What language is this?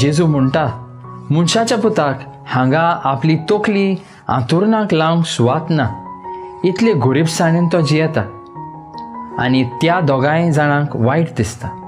Konkani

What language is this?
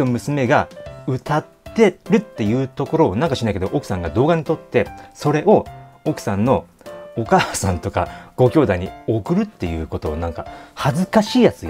Japanese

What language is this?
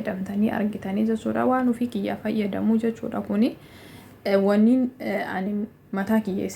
Oromo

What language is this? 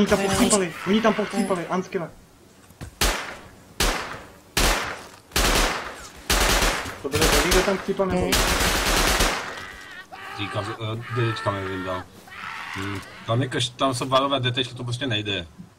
Czech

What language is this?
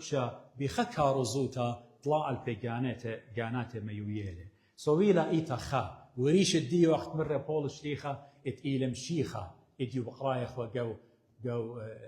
Assyrian Neo-Aramaic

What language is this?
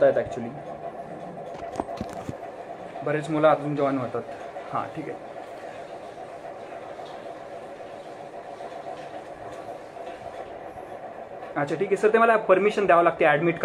Marathi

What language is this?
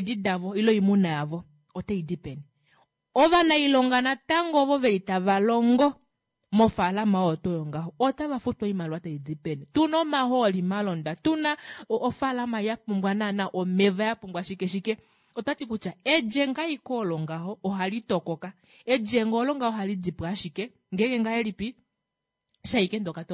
Kuanyama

